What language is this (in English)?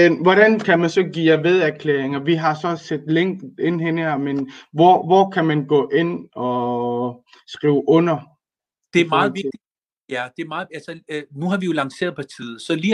Danish